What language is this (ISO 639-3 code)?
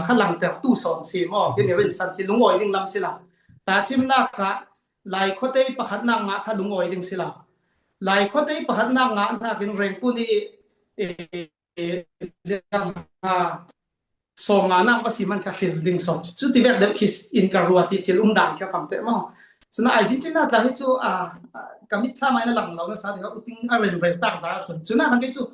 cfm